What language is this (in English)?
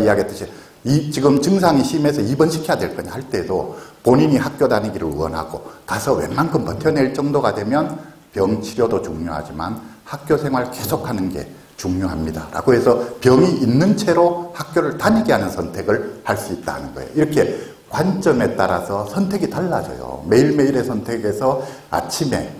Korean